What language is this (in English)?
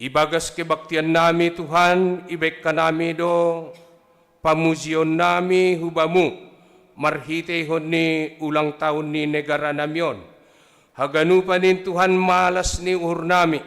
Batak Simalungun